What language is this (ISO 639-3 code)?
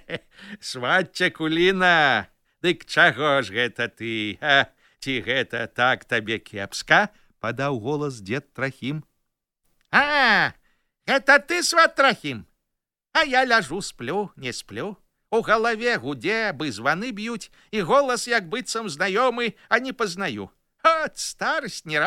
bel